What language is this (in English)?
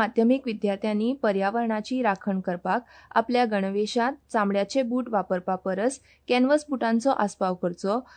Konkani